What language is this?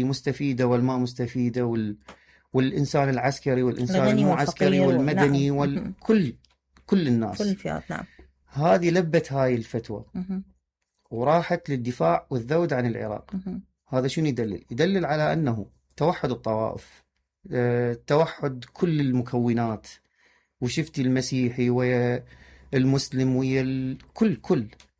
Mesopotamian Arabic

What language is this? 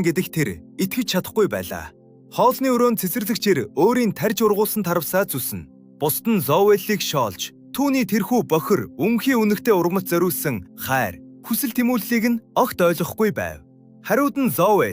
Mongolian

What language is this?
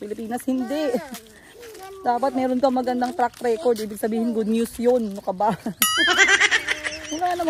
Filipino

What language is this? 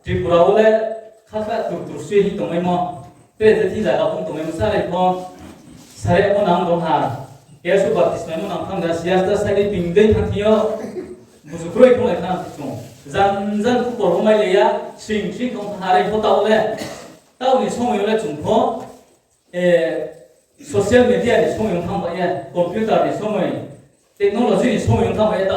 Riang (India)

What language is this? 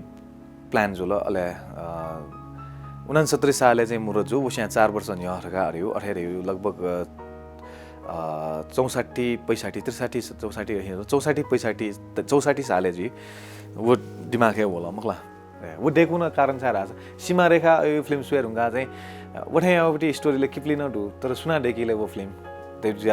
Newari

